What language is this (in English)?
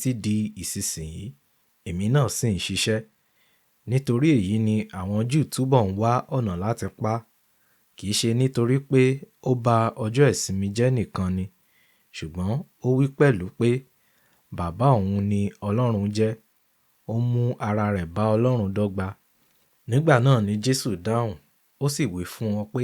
Yoruba